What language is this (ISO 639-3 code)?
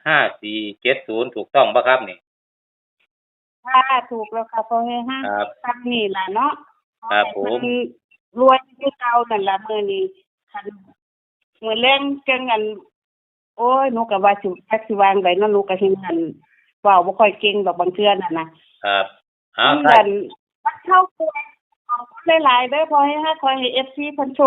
tts